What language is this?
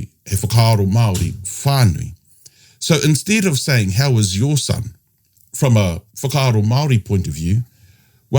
Māori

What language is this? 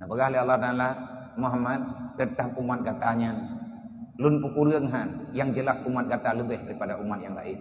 Achinese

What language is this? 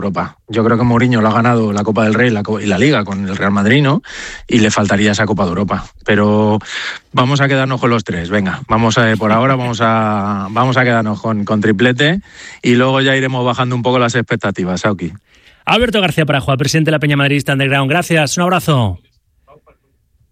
Spanish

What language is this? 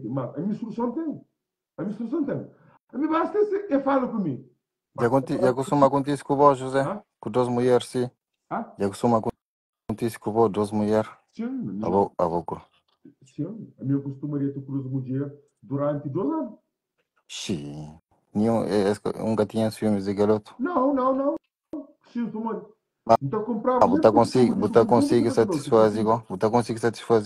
Kabuverdianu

